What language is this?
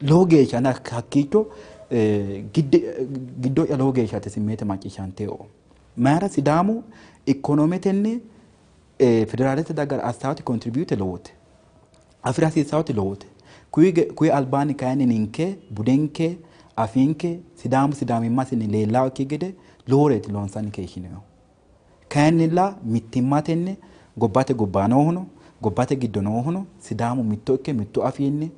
Sidamo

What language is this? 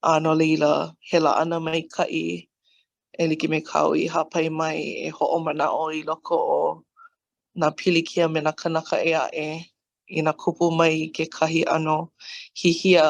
Hawaiian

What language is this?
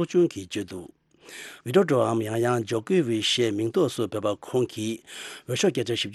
Tibetan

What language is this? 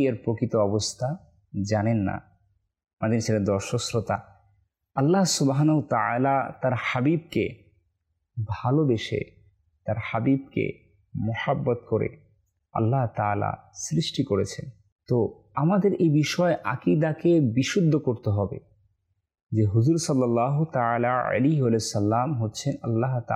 Bangla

